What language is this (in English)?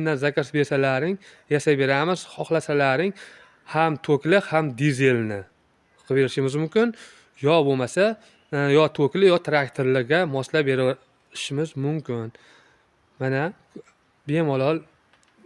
Uzbek